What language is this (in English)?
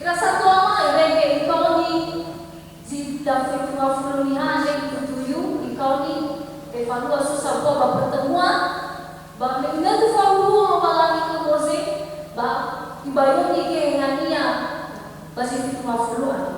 Nias